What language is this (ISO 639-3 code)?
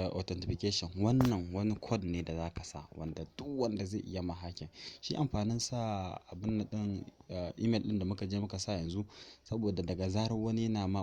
hau